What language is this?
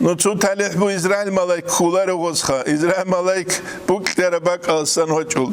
Avaric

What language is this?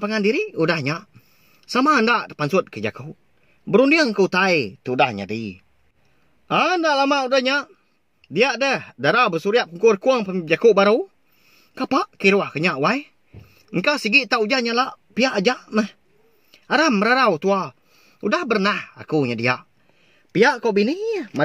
Iban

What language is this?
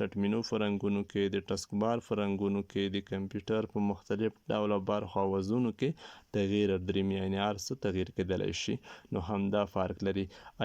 Pashto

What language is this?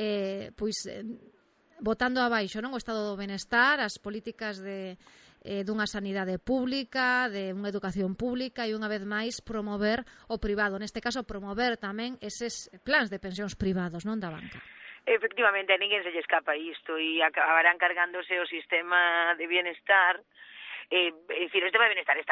Galician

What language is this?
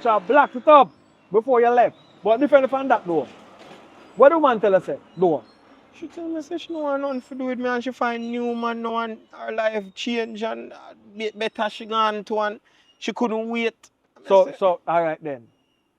Jamaican Creole English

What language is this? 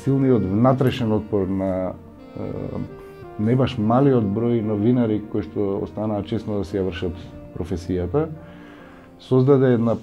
Macedonian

